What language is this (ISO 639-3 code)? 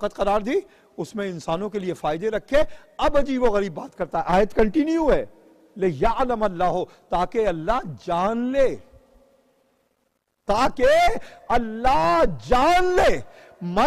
urd